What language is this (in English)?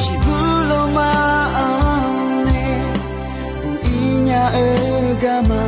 Akha